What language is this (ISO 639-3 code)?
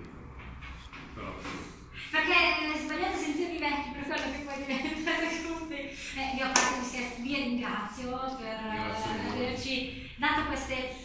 ita